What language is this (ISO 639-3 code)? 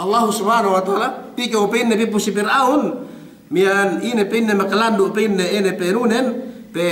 yka